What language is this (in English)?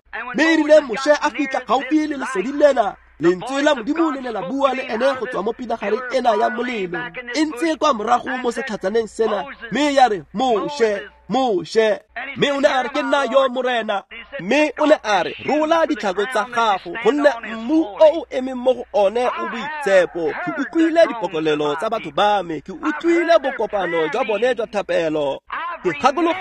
Tswana